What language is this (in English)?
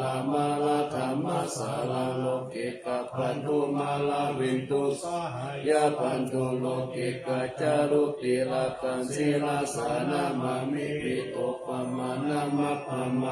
Pali